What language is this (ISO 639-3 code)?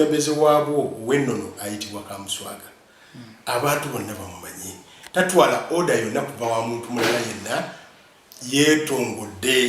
lug